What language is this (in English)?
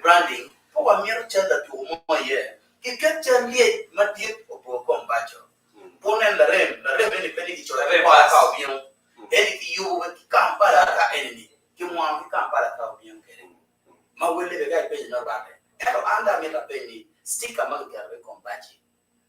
Acoli